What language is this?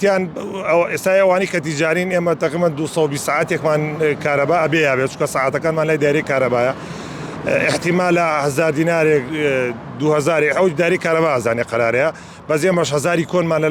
Central Kurdish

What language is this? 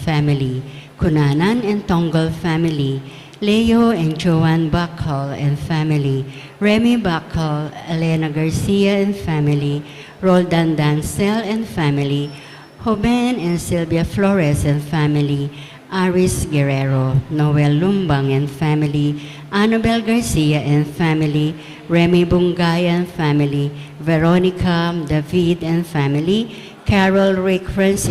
Pampanga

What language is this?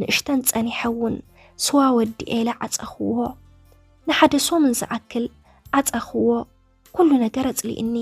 Tigrinya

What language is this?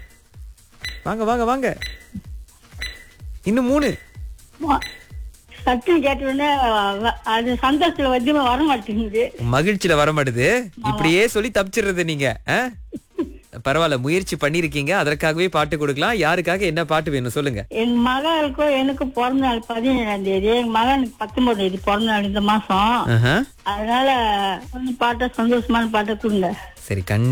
Tamil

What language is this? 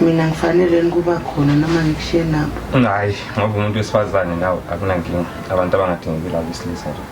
Zulu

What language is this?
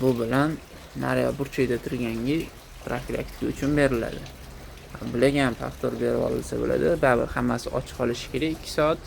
Uzbek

